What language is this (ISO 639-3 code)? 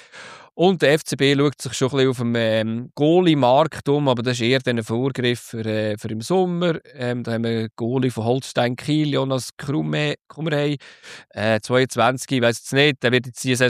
deu